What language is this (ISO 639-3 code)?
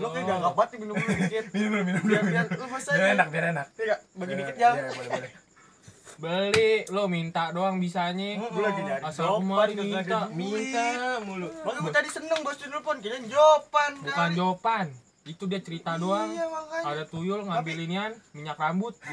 bew